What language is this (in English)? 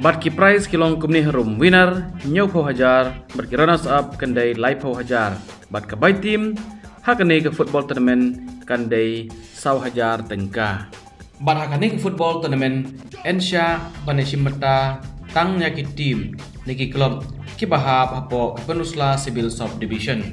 Khasi